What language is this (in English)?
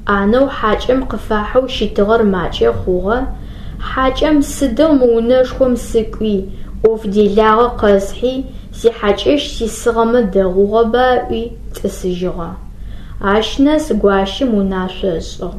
Adyghe